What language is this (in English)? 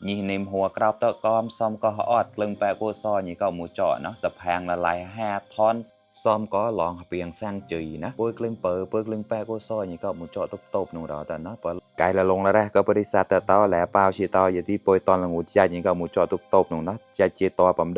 Mon